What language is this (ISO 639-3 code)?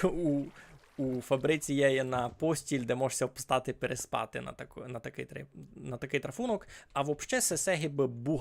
rue